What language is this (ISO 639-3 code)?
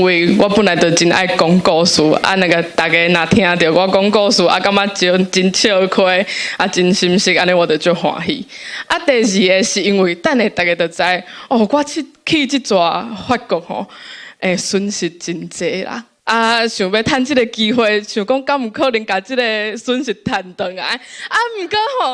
nan